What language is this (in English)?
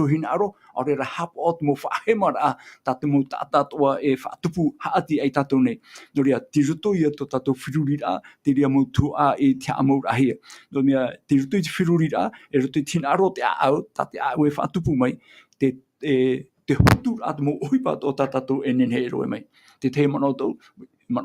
Tahitian